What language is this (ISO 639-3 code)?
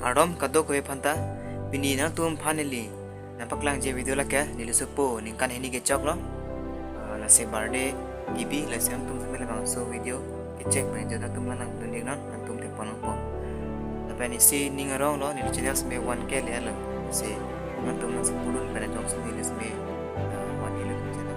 mjw